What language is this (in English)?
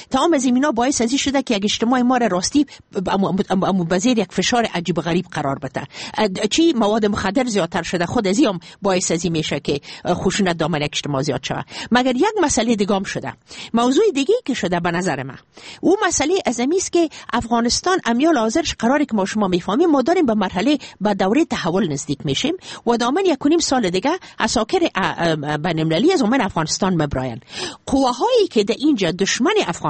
Persian